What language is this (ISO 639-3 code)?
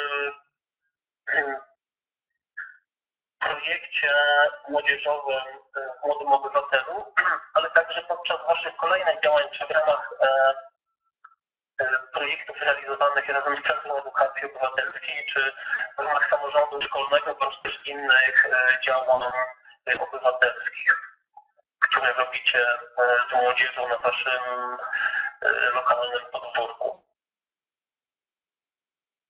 pol